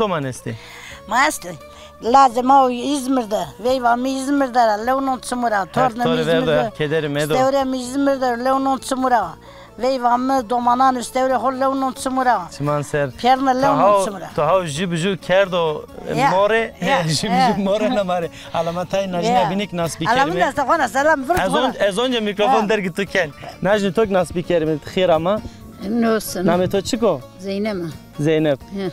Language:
Zaza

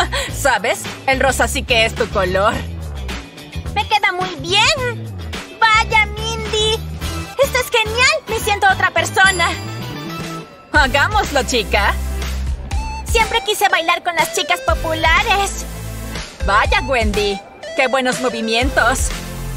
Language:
Spanish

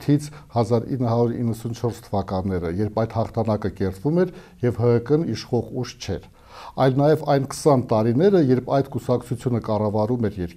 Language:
Armenian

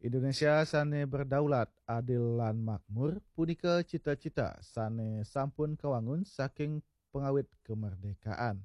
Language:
Balinese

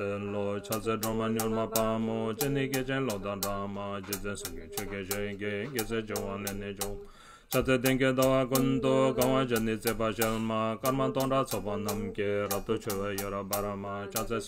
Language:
Tibetan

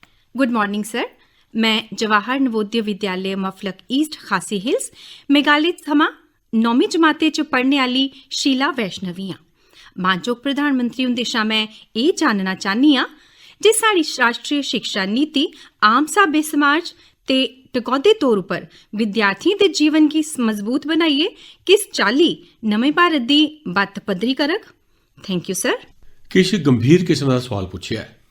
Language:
Dogri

